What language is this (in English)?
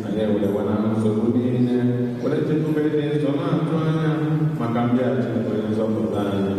Igbo